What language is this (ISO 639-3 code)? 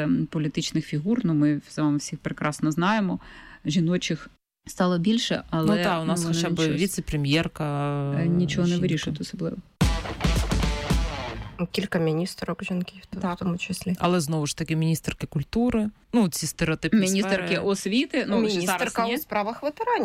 ukr